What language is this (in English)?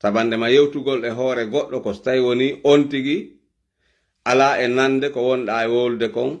Fula